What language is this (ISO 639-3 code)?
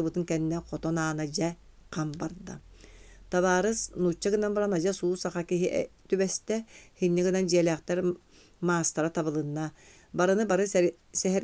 sah